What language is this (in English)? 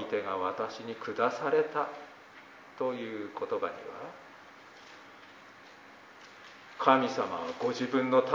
Japanese